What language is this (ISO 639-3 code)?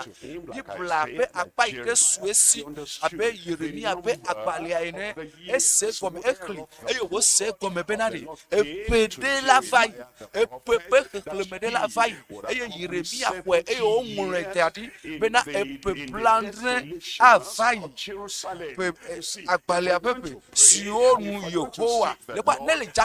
ewe